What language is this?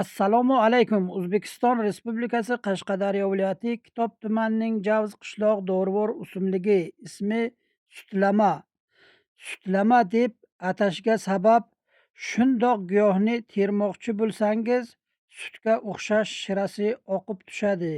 Uzbek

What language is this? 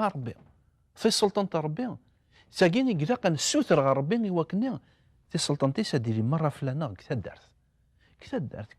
Kabyle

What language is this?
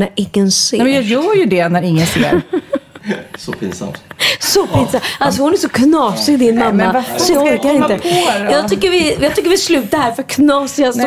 Swedish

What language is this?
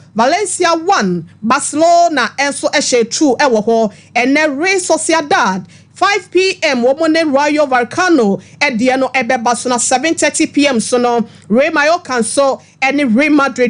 Akan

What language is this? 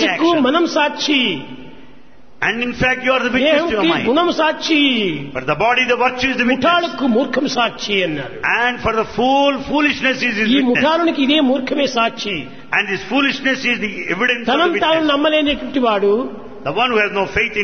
Telugu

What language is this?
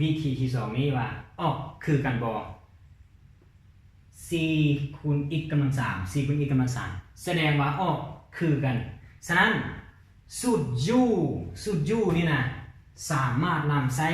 Lao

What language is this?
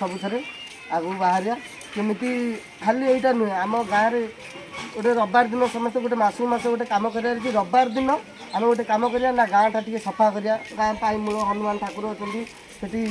Odia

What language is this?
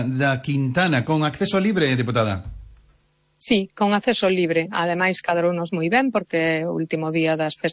Galician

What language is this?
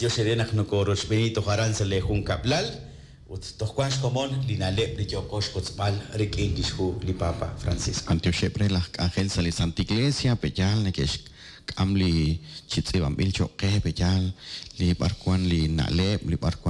Kekchí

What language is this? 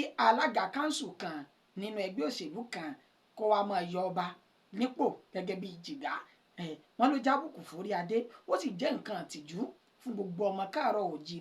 Yoruba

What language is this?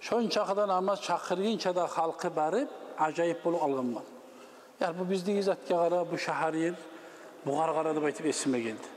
Kumyk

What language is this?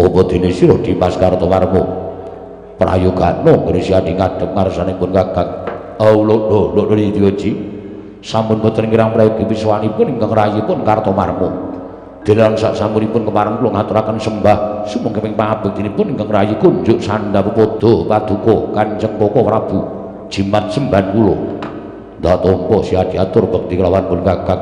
Javanese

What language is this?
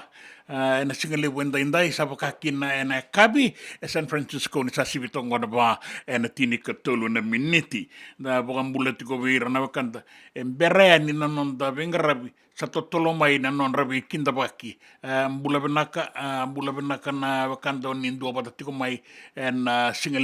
Fijian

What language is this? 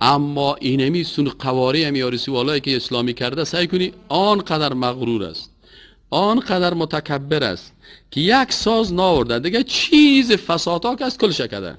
Persian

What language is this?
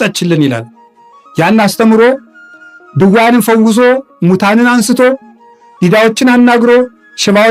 Amharic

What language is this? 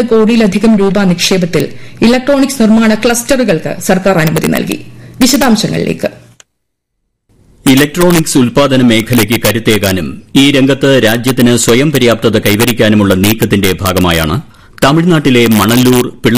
Malayalam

